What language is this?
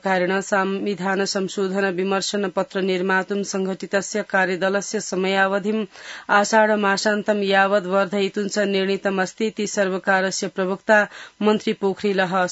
Sanskrit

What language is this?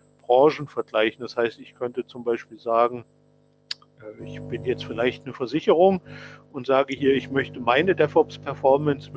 German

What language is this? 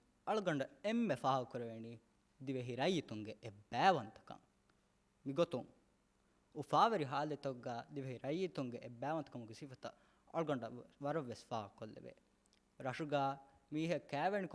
Divehi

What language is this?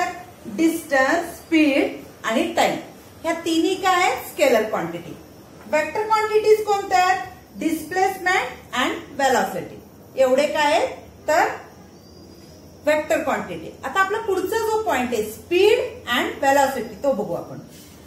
Marathi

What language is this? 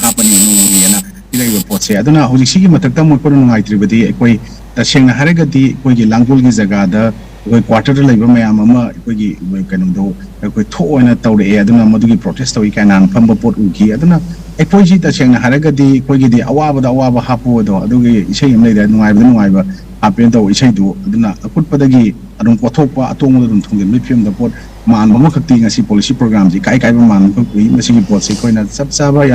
Manipuri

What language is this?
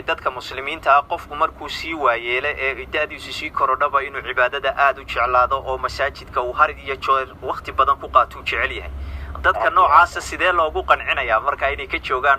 Somali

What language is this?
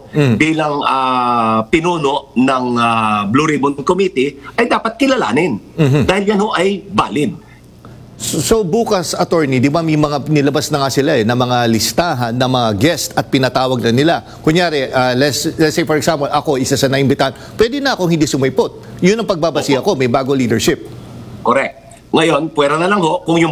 Filipino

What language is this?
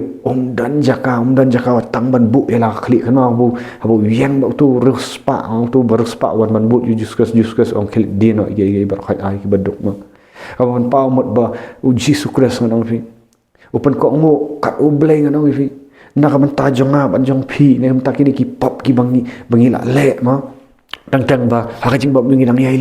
Khasi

